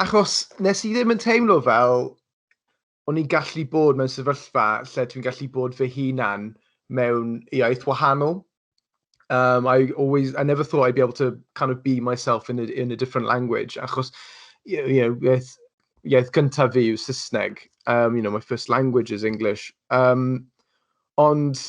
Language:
Welsh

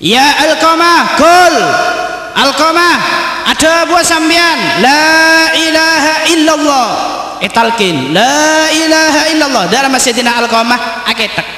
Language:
Madurese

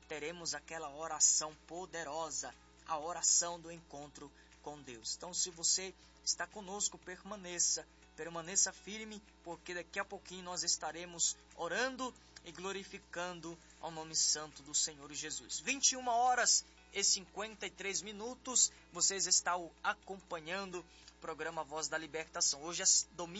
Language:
Portuguese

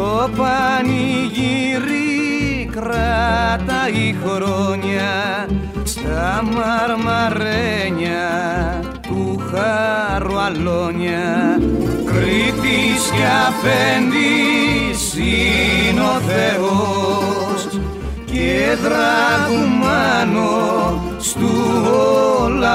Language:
Greek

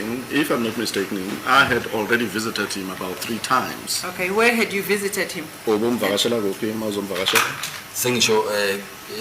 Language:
Zulu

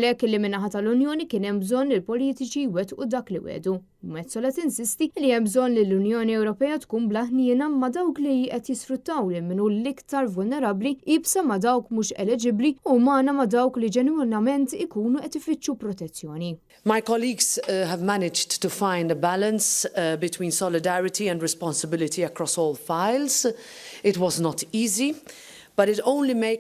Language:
Maltese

